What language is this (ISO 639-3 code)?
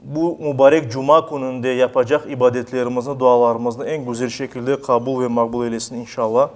crh